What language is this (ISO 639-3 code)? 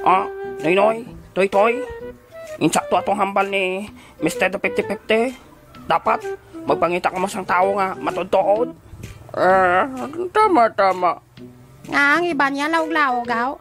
hil